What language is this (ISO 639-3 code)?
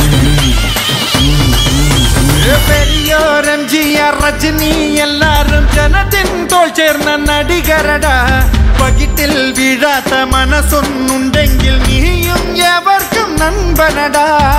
mal